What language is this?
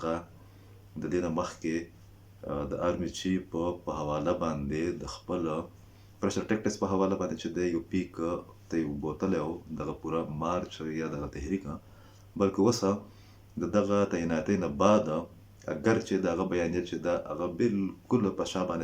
Pashto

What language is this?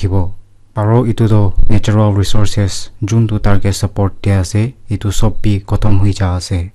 Naga Pidgin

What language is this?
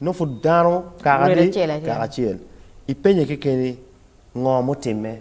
Acoli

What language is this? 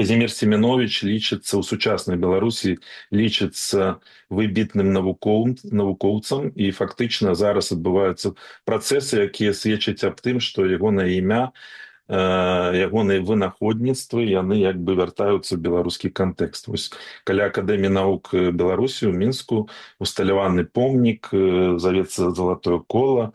Belarusian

